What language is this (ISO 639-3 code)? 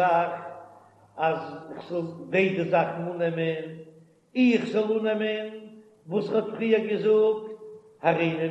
yid